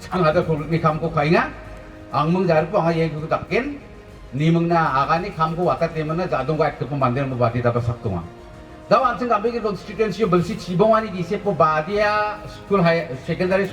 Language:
Garo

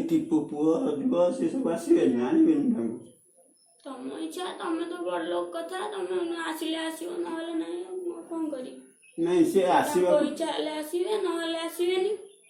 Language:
Odia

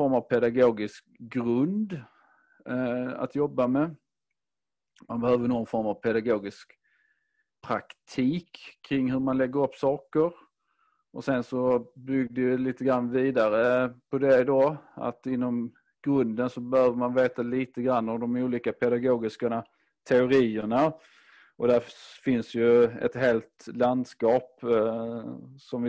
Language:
Swedish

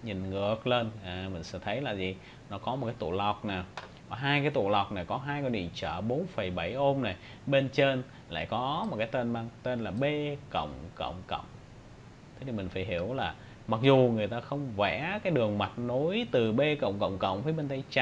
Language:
Vietnamese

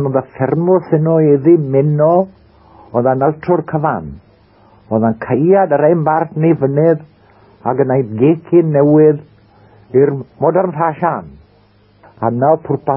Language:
Welsh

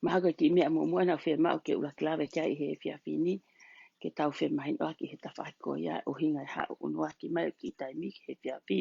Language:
Tongan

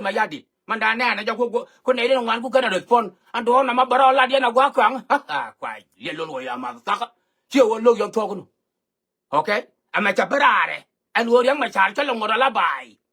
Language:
Nuer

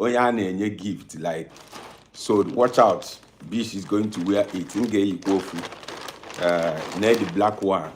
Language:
Igbo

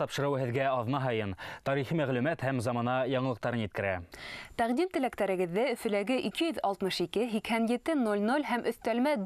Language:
Bashkir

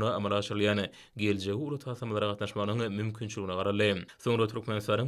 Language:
Turkmen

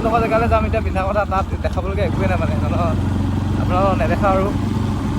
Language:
Assamese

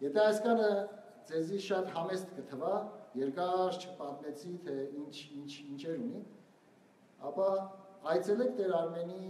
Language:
Western Armenian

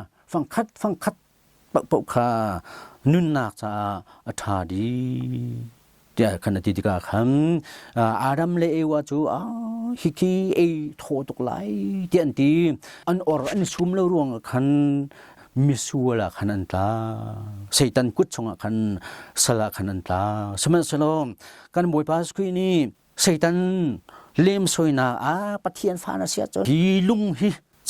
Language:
Hakha Chin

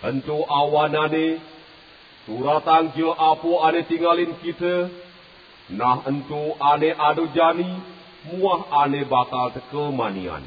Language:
Balinese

